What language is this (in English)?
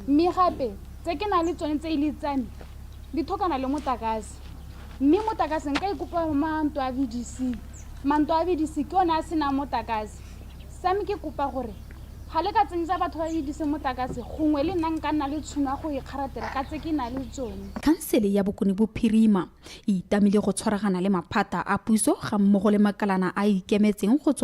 Tswana